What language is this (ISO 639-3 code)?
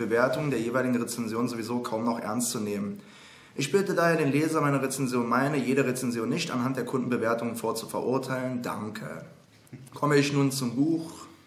deu